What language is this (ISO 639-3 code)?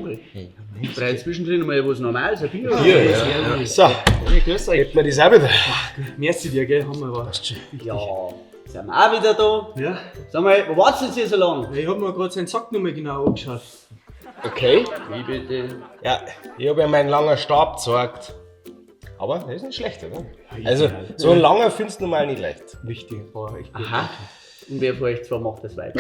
bar